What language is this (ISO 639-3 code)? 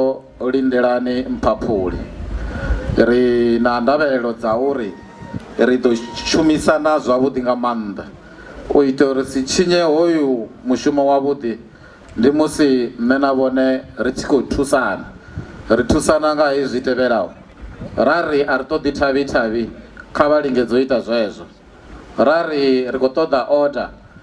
ven